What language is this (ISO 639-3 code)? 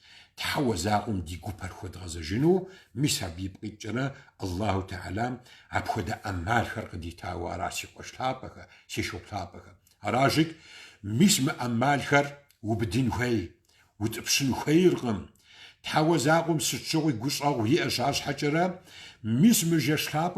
kbd